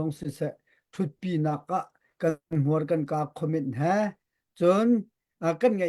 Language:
Hakha Chin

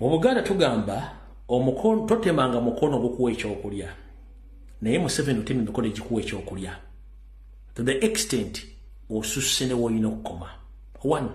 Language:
Ganda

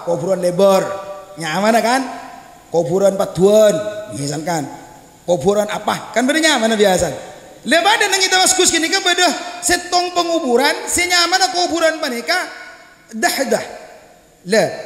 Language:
Madurese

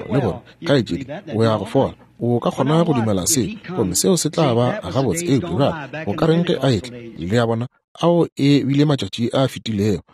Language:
Northern Sotho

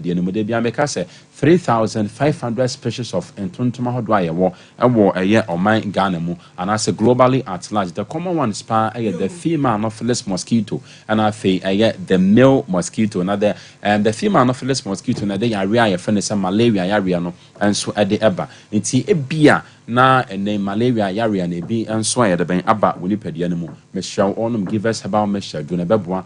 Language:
Akan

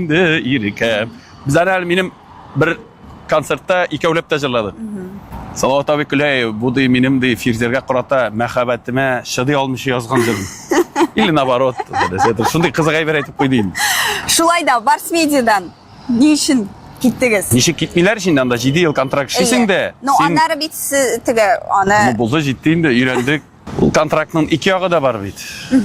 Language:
Tatar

